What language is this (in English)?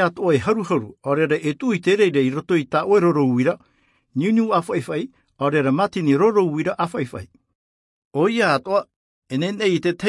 Tahitian